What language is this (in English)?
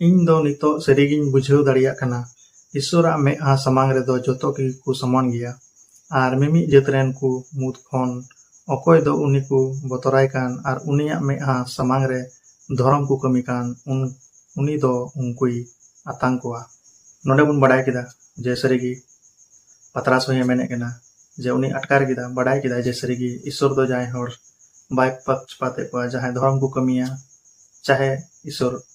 Santali